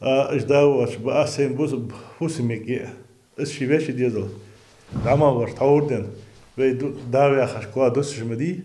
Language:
Ingush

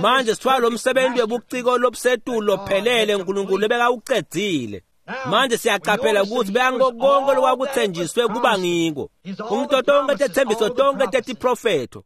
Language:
Swati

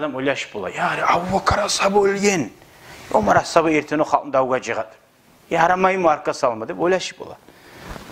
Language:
Kumyk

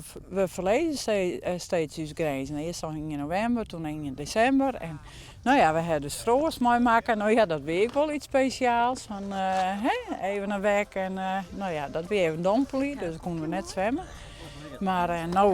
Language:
Western Frisian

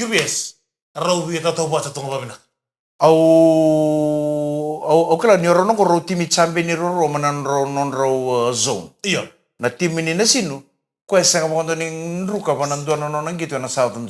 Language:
Fijian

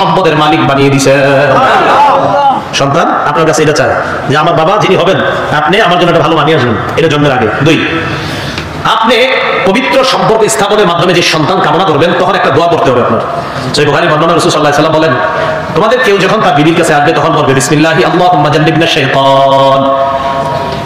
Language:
Bangla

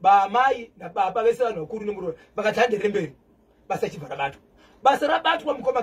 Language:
Shona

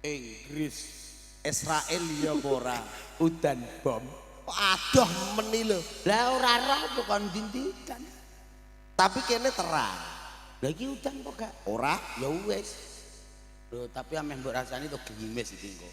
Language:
Javanese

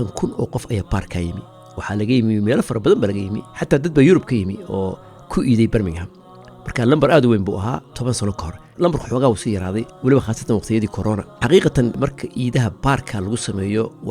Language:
Somali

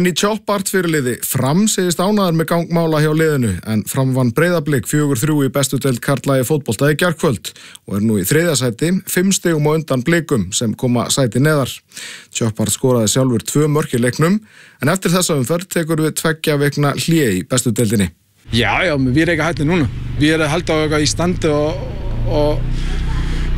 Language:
Icelandic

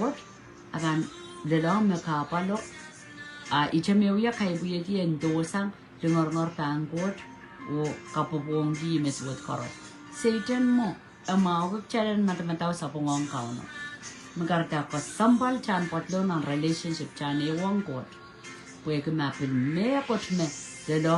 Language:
Pohnpeian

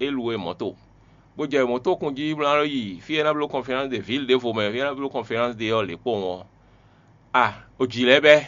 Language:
Fon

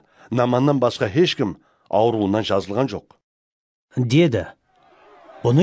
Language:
Kara-Kalpak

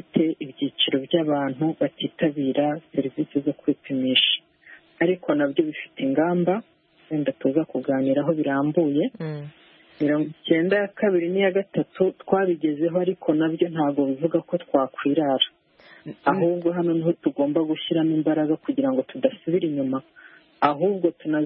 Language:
Kinyarwanda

